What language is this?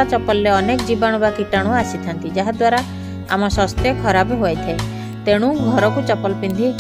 Odia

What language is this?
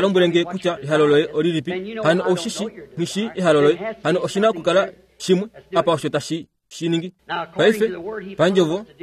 Kuanyama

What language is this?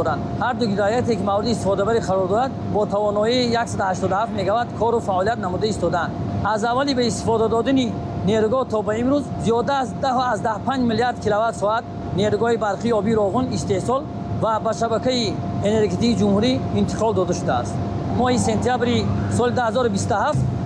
Tajik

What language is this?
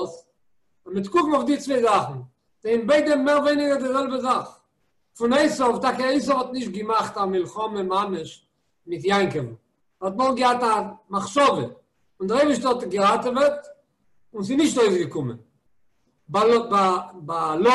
Yiddish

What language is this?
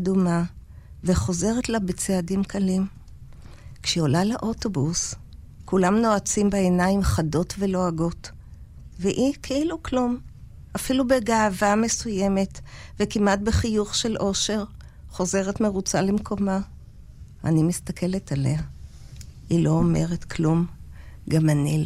Hebrew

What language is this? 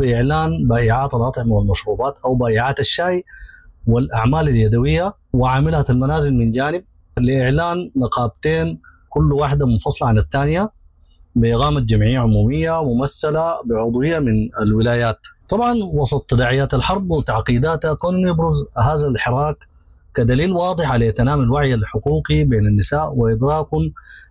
Sudanese Arabic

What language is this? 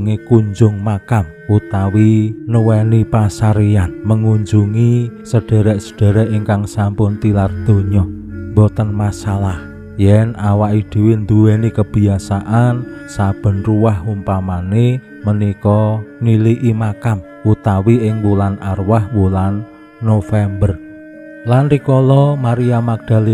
Javanese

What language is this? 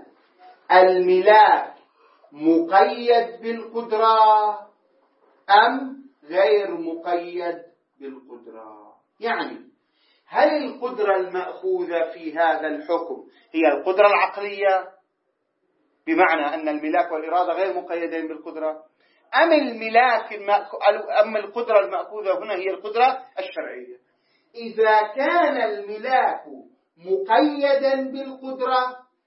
Arabic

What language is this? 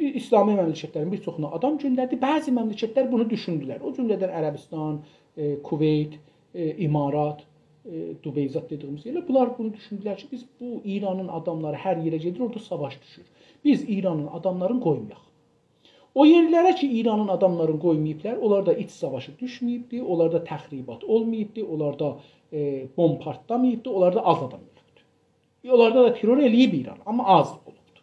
South Azerbaijani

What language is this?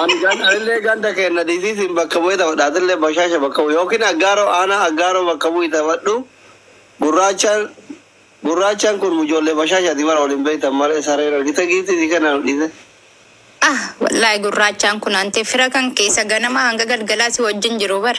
Oromo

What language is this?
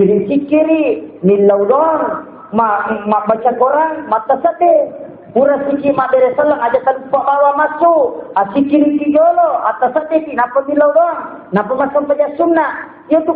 Buginese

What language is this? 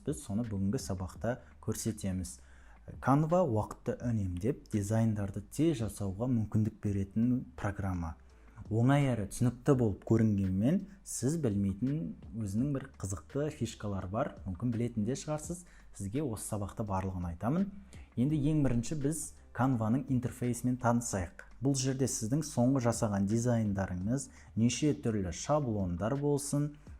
Kazakh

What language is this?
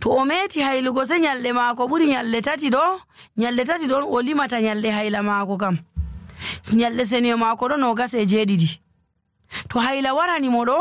Nigerian Fulfulde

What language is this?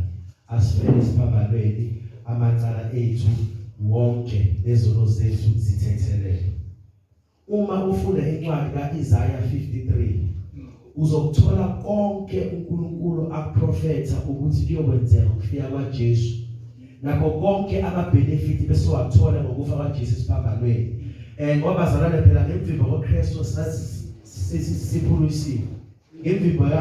Zulu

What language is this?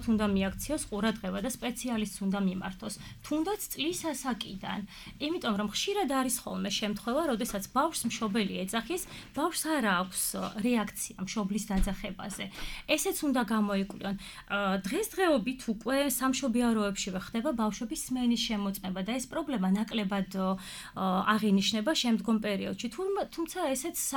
Georgian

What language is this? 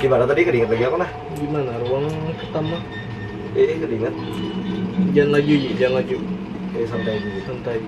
Banjar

